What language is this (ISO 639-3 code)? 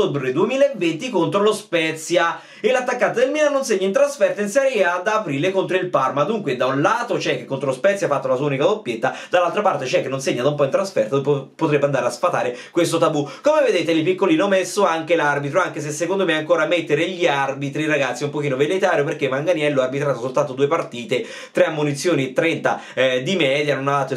ita